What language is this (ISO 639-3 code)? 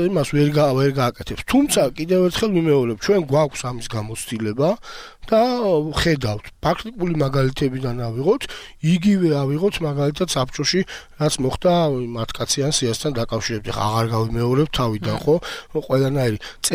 kat